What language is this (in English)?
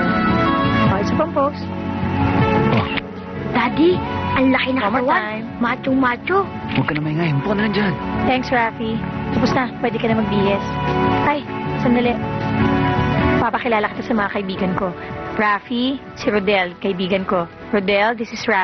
Filipino